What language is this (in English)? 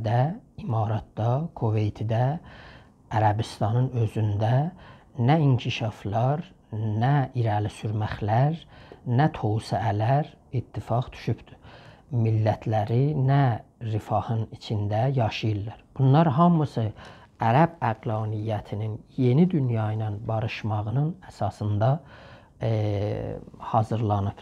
South Azerbaijani